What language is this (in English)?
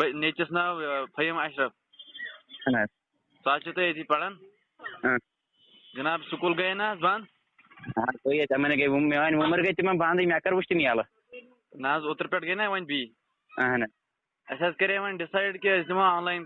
Kashmiri